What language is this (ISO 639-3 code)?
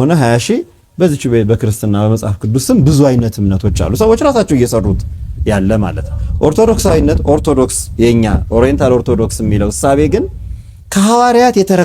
amh